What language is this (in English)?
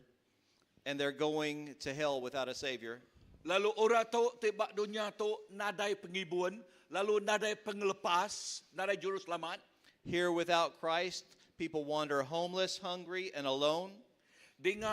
Iban